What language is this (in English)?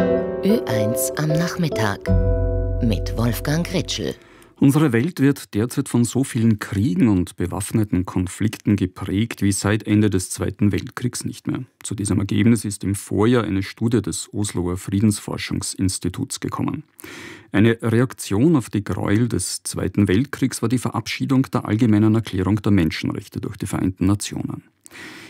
German